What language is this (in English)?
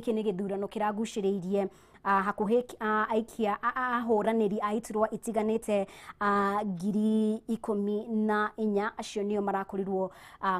Kikuyu